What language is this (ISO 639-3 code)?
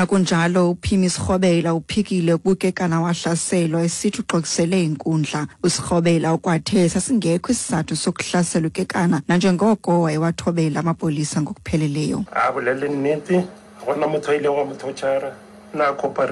xho